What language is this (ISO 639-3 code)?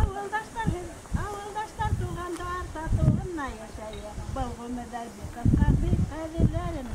bak